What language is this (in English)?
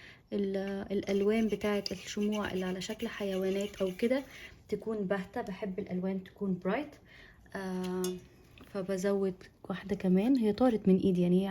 Egyptian Arabic